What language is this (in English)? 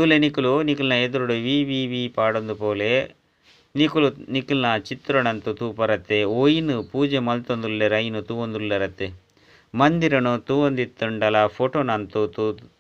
Tulu